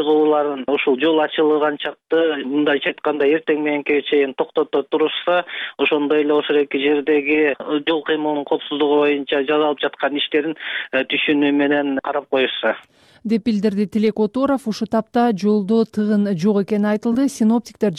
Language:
Kyrgyz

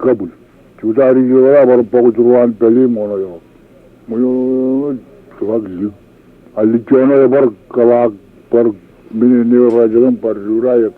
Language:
Marshallese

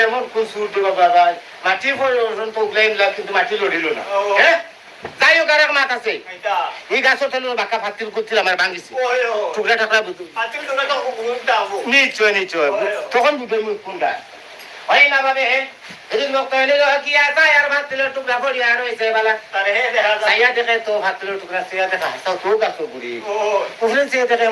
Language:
Sylheti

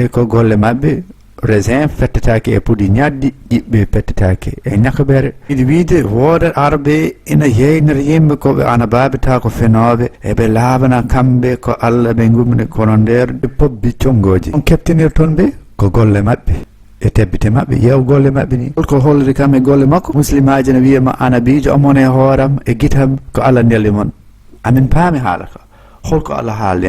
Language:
Fula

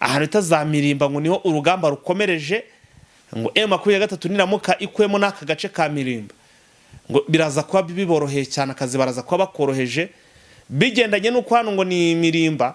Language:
Kinyarwanda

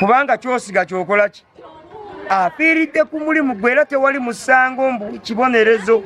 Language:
Ganda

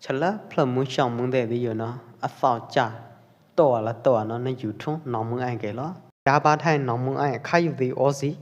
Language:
Pwo Eastern Karen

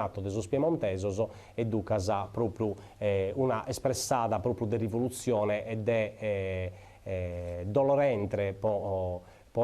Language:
Sardinian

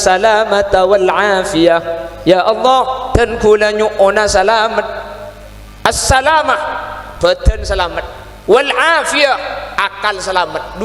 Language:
Madurese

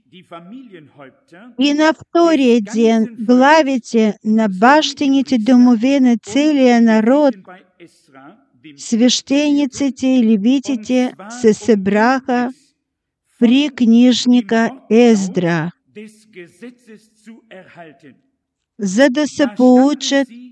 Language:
Bulgarian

